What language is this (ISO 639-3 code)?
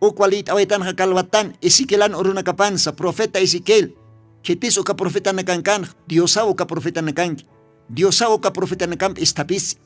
aym